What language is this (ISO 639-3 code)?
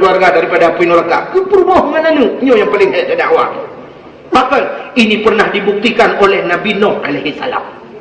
ace